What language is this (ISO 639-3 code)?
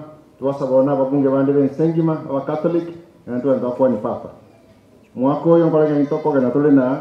guz